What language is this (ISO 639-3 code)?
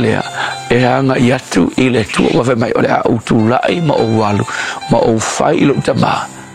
smo